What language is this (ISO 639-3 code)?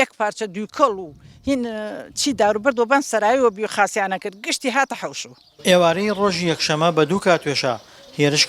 ckb